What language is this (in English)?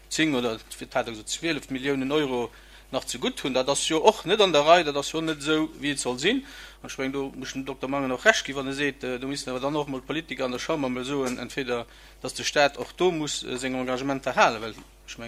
Luxembourgish